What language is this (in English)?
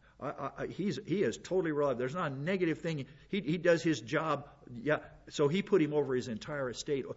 English